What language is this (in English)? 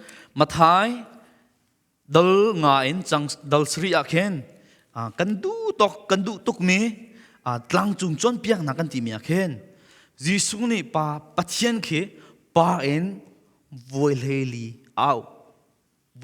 Hakha Chin